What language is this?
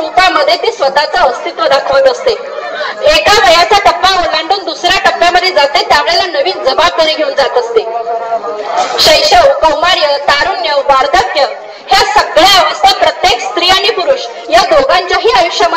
Marathi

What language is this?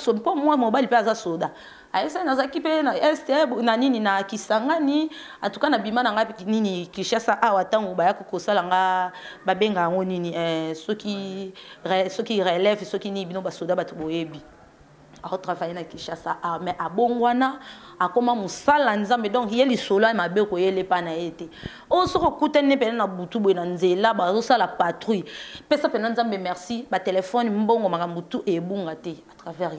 Lingala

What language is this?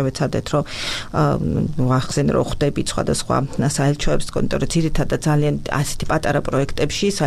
Georgian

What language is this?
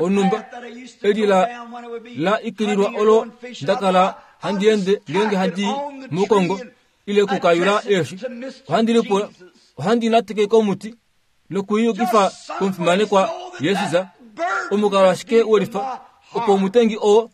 Kuanyama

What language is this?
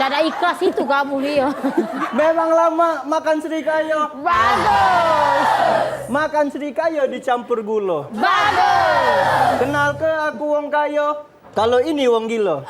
Musi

